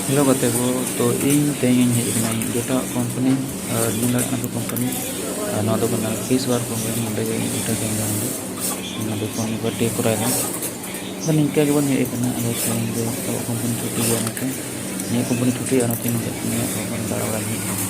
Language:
Santali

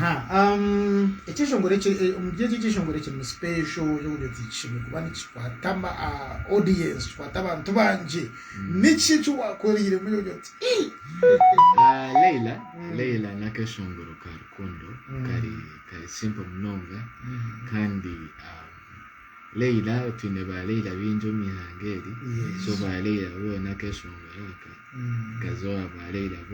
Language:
Nyankole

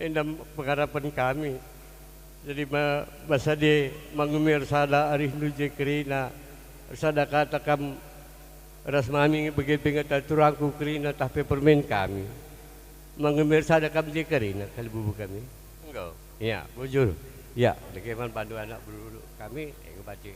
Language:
Batak Karo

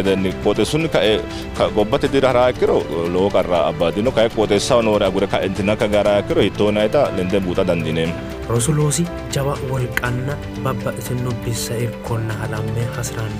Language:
Sidamo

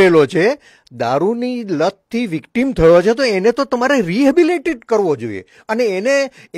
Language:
Gujarati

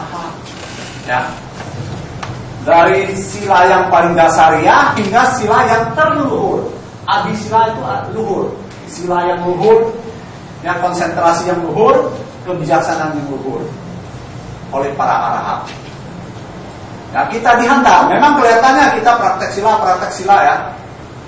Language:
Indonesian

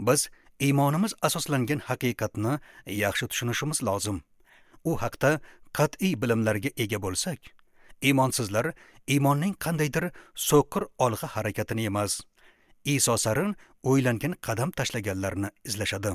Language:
Uzbek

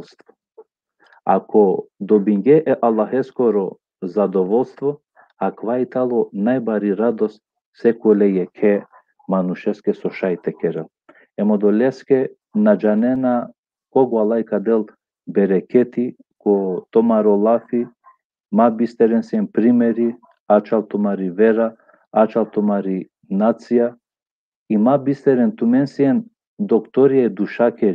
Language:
Balkan Romani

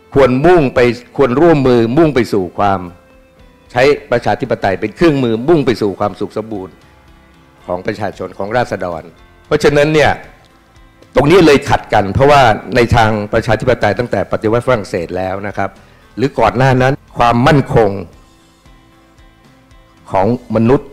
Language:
Thai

